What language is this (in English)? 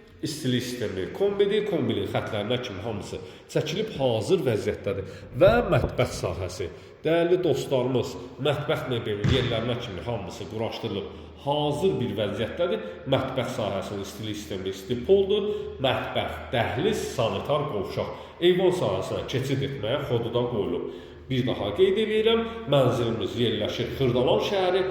Azerbaijani